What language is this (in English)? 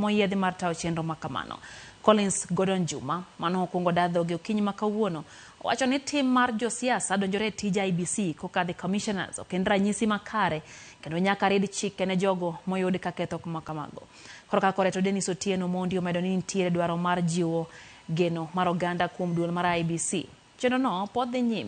Luo (Kenya and Tanzania)